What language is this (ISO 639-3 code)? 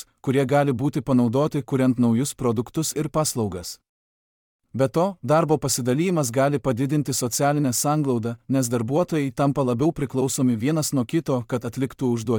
lit